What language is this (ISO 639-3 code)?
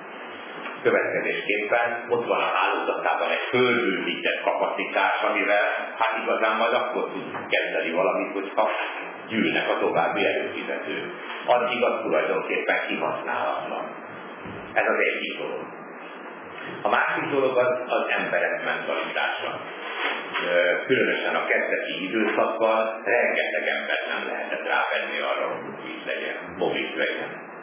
hun